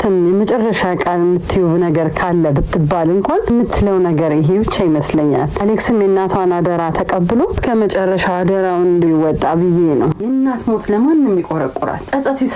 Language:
Amharic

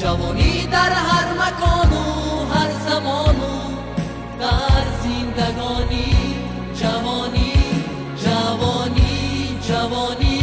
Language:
Tajik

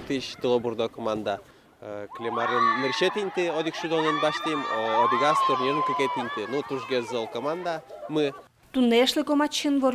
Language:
Udmurt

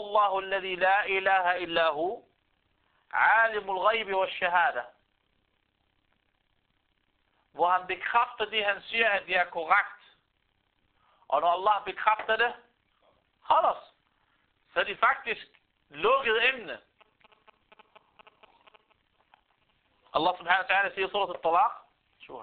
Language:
Danish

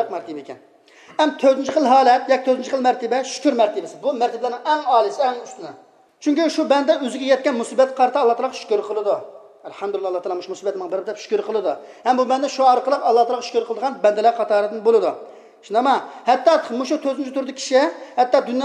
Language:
Uyghur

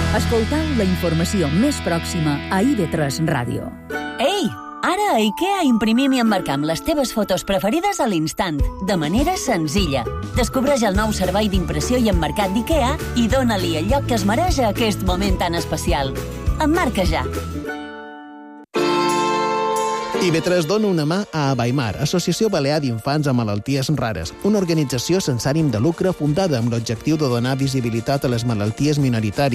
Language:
Catalan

